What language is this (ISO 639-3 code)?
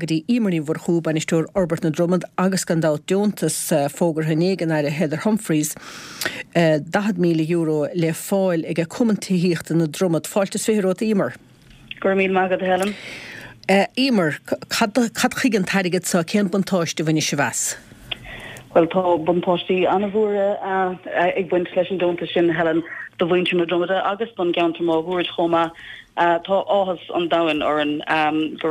gle